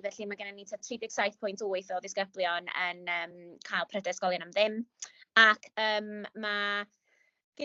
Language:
Welsh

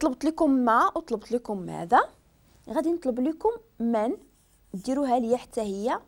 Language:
Moroccan Arabic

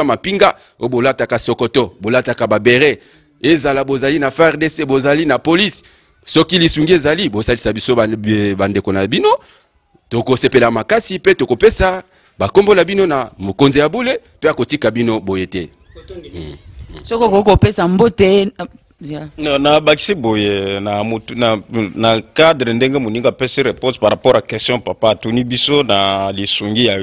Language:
Lingala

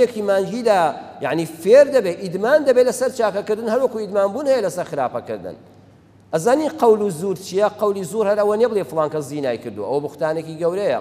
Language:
Central Kurdish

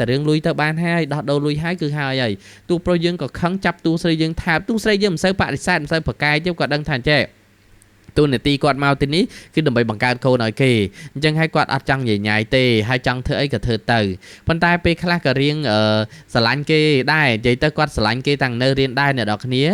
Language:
Khmer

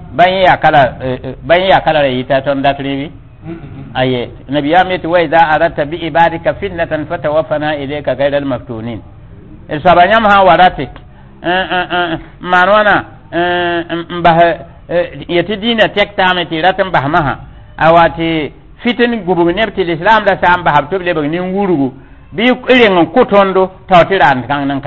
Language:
Mossi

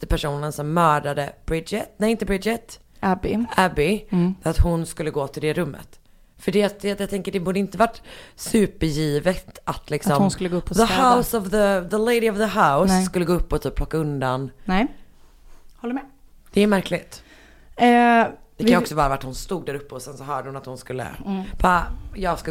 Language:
Swedish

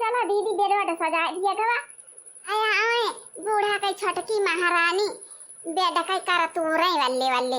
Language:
Awadhi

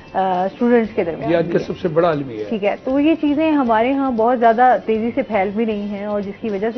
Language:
Urdu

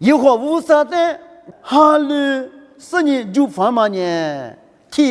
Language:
Lisu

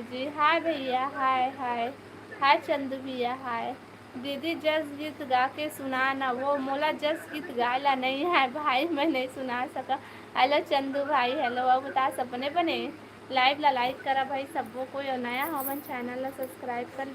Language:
Chhattisgarhi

